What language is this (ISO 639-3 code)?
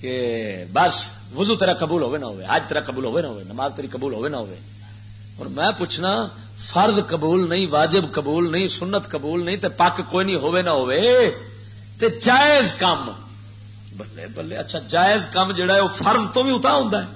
lah